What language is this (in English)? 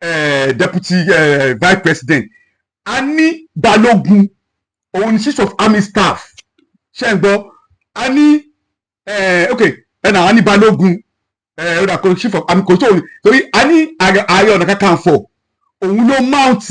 Yoruba